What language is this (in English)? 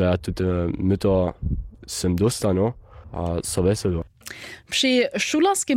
Upper Sorbian